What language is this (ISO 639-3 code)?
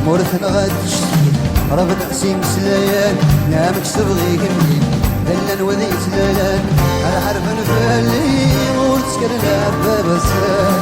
kab